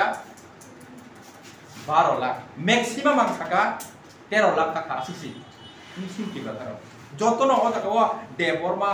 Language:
Kok Borok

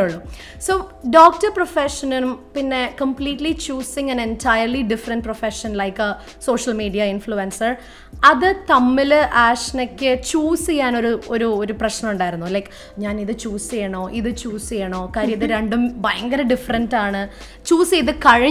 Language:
Malayalam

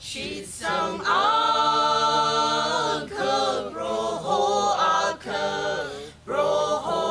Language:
Tangkhul Naga (India)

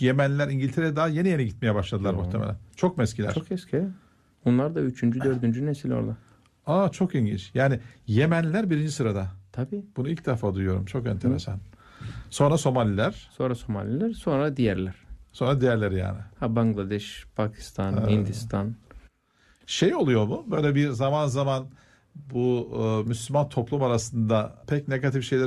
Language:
Turkish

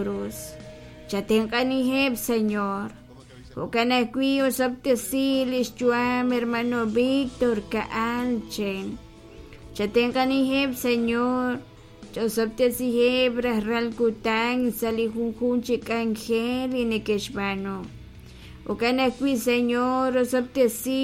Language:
Kekchí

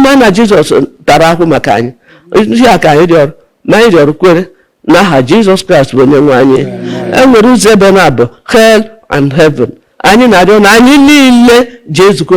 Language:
Igbo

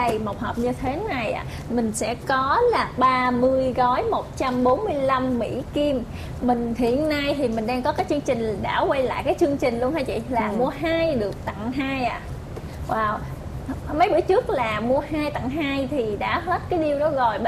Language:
Vietnamese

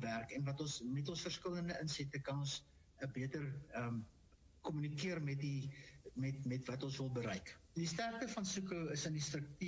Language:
Afrikaans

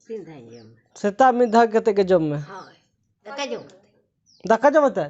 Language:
Santali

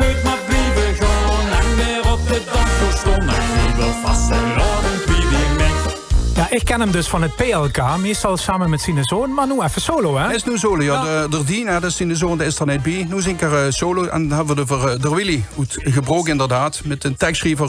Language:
Limburgish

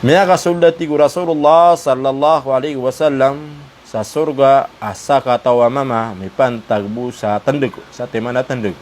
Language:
Maranao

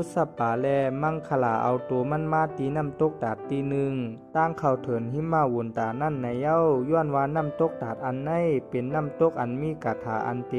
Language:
Shan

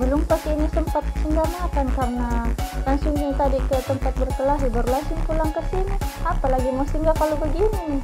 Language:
Makassar Malay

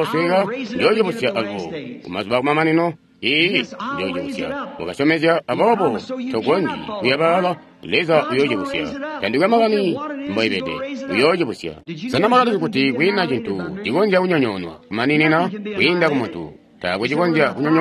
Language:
Tonga (Zambia)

